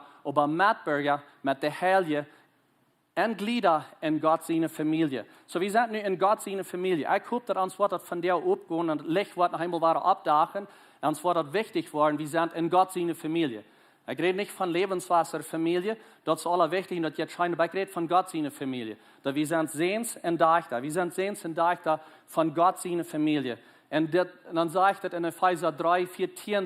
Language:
Plautdietsch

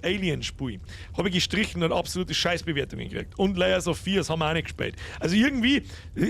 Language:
Bavarian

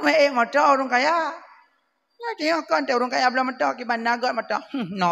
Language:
Achinese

